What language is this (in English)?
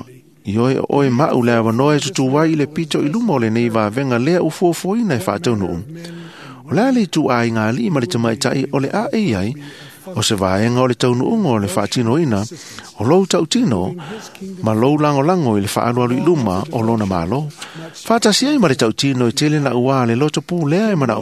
Samoan